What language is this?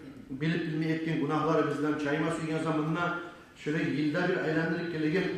Kumyk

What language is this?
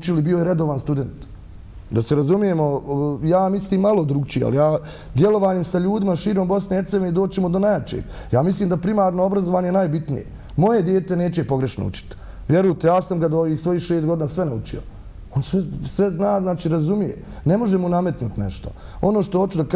Bosnian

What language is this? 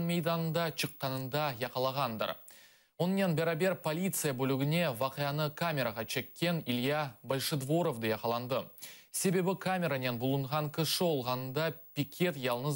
Crimean Tatar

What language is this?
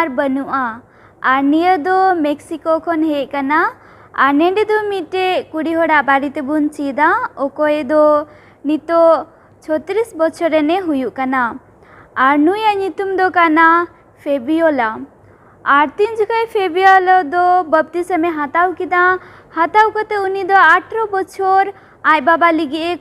Santali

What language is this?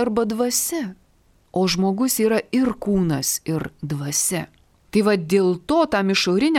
Lithuanian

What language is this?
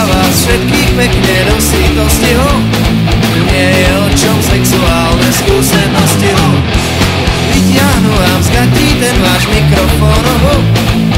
Slovak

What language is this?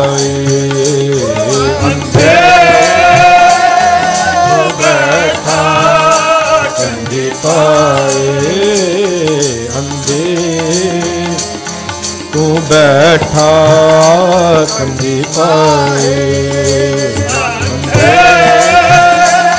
Punjabi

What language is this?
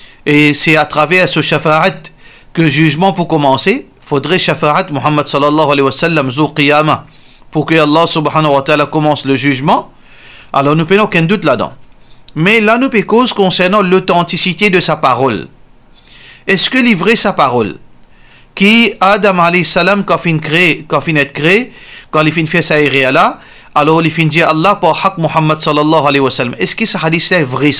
Morisyen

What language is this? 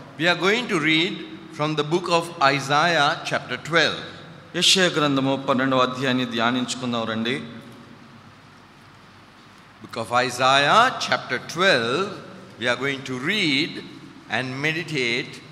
Telugu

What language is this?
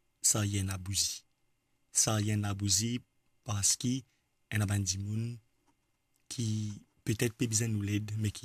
Morisyen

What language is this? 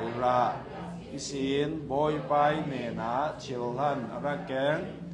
Hakha Chin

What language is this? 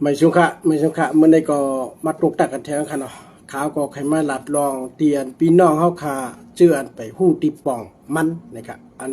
Shan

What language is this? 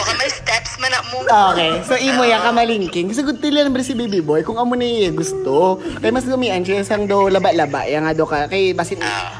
Filipino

